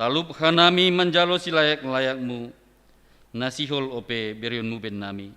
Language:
Batak Simalungun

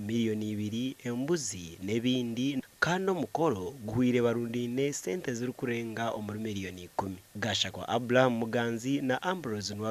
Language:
Nyankole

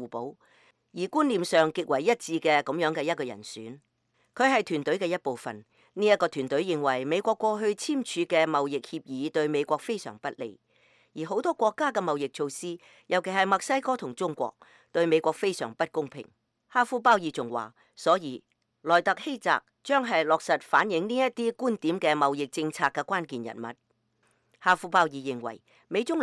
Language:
Cantonese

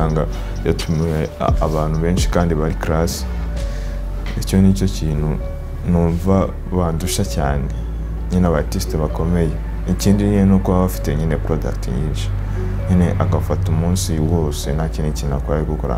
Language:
Kinyarwanda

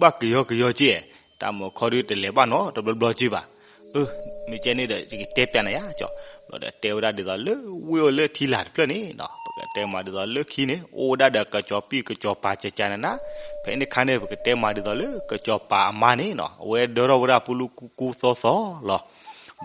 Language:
S'gaw Karen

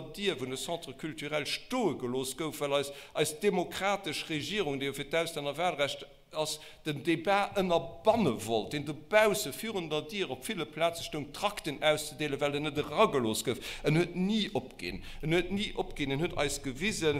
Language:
Luxembourgish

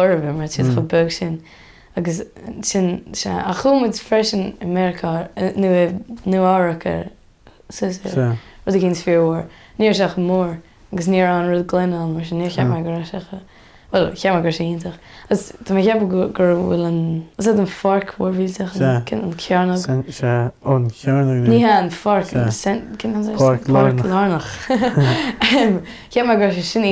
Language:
Irish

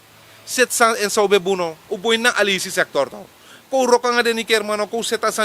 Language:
Sranan Tongo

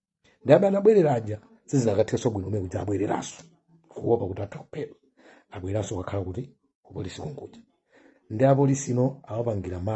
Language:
Nyanja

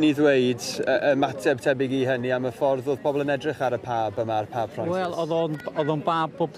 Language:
Welsh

